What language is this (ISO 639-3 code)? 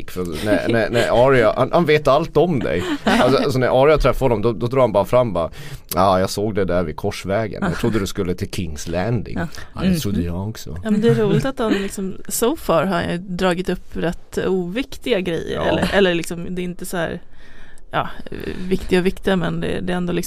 swe